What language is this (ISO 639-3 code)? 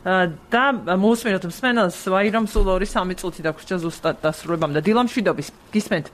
kat